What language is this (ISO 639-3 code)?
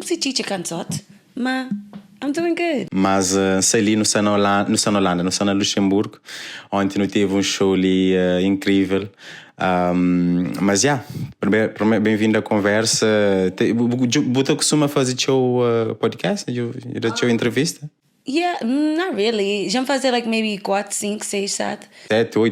kea